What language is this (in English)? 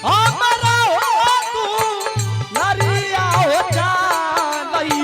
Angika